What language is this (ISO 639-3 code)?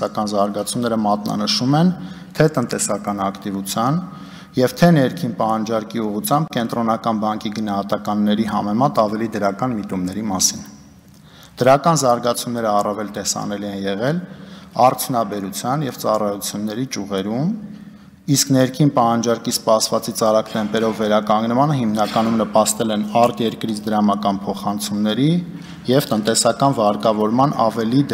hye